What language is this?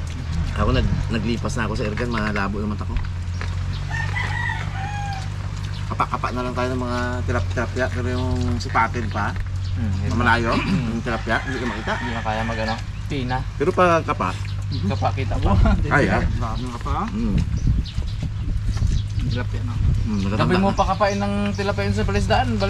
Filipino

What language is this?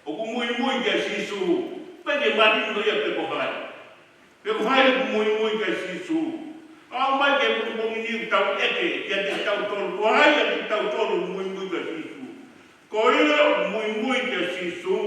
Tongan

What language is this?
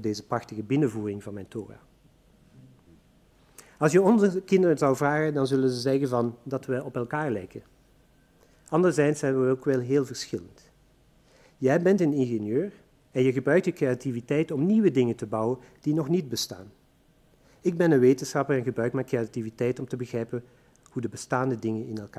Dutch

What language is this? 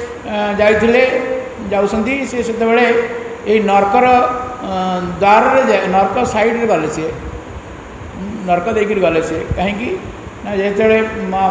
Odia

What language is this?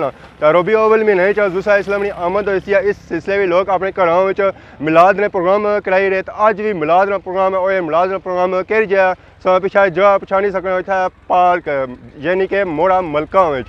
Pahari-Potwari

